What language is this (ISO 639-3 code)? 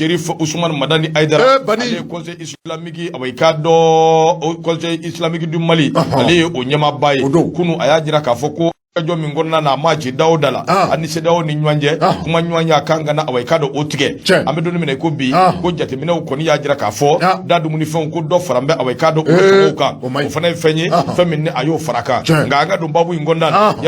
bam